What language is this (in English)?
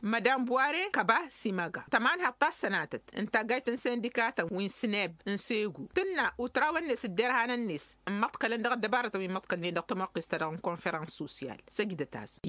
Tamasheq